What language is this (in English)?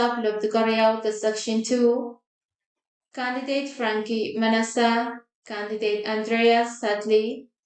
Pohnpeian